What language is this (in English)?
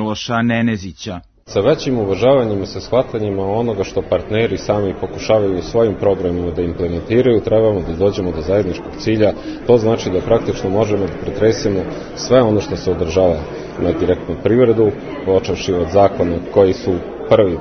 Serbian